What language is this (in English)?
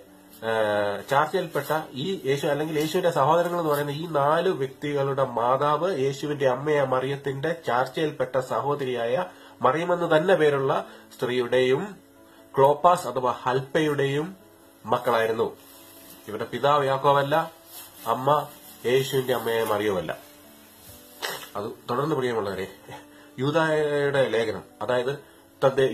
Malayalam